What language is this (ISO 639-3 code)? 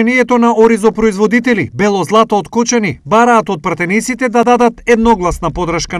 mkd